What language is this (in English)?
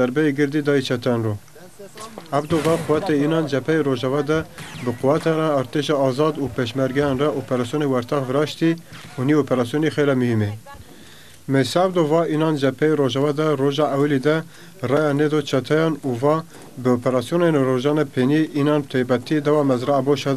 Zaza